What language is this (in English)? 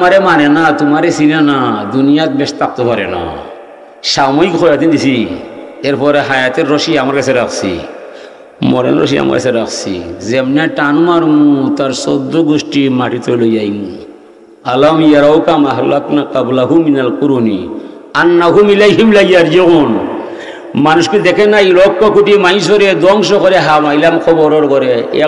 Sylheti